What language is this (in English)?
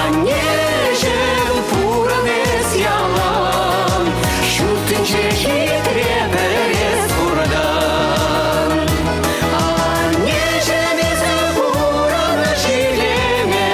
Chuvash